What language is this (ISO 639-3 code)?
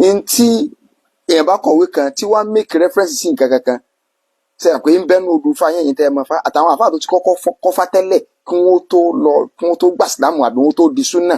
yor